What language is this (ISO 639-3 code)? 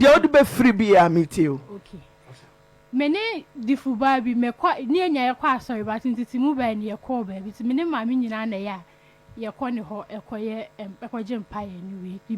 aka